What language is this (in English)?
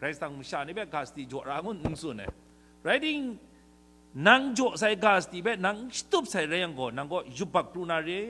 Kachin